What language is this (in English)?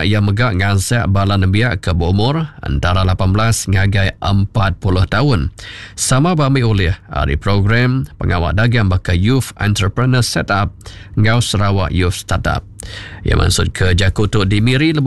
Iban